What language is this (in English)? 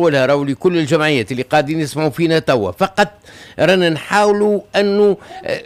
Tunisian Arabic